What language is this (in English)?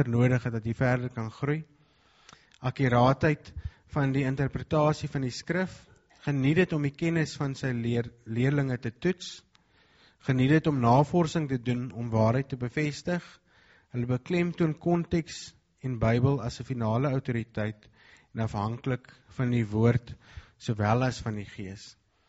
Afrikaans